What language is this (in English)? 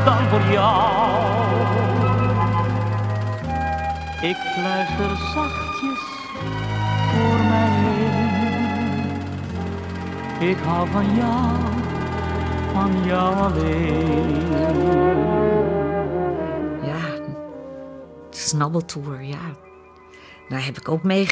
Dutch